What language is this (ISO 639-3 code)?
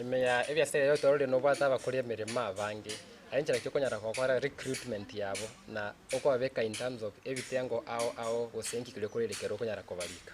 guz